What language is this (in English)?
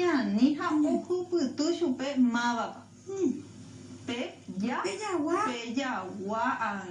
Guarani